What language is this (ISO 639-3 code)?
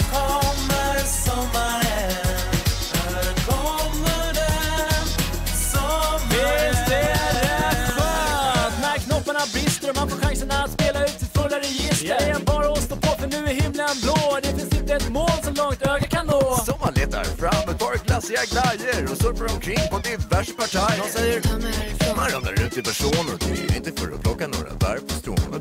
swe